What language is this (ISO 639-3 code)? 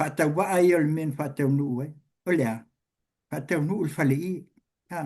smo